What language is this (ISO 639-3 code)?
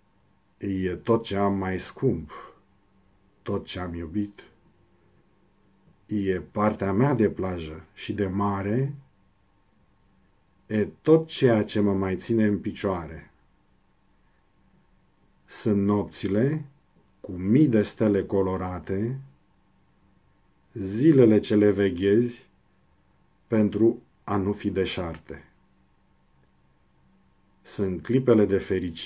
ron